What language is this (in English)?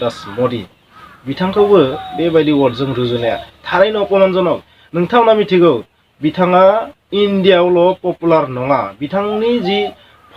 Bodo